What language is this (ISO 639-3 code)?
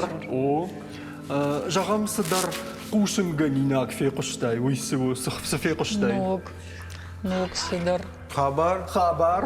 oss